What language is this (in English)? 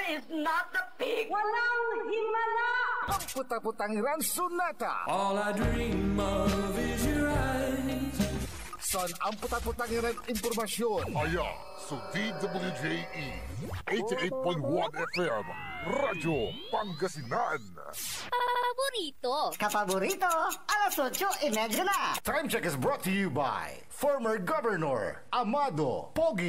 Pangasinan